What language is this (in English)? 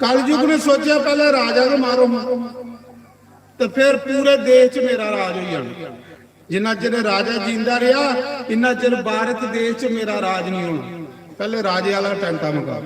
Dogri